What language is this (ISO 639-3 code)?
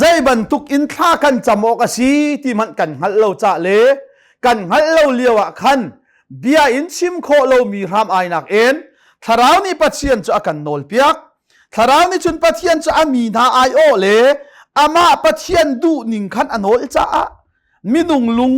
cnh